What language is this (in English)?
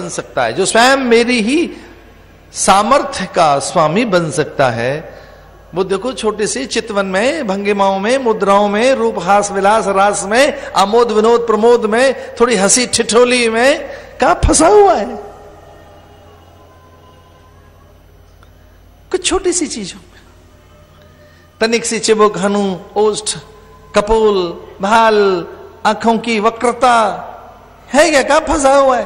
Hindi